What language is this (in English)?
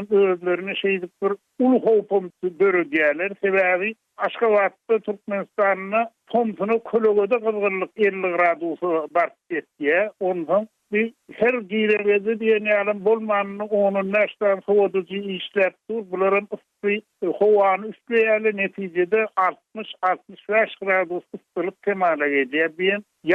Turkmen